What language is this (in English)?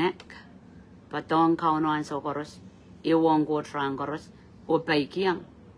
Pohnpeian